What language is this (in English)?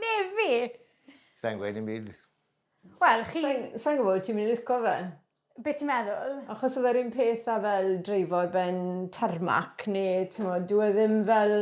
Welsh